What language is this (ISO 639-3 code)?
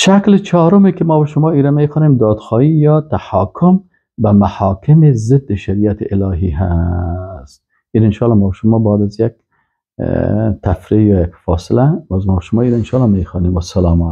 fas